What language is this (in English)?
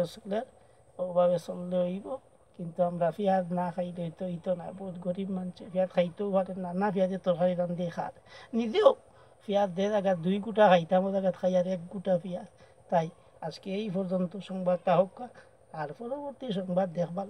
Sylheti